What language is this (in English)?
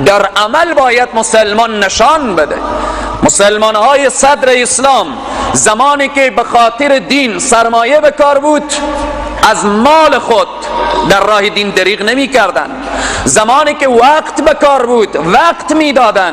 Persian